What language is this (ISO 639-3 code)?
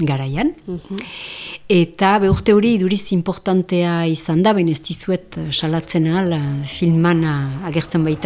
eus